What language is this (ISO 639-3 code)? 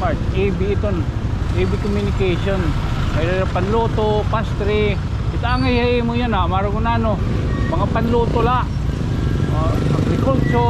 war